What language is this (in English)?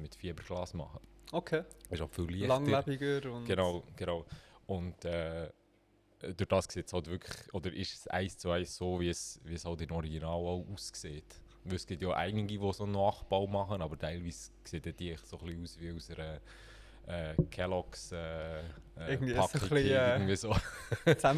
Swiss German